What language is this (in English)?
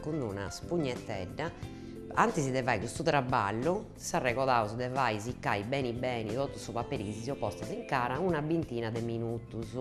Sardinian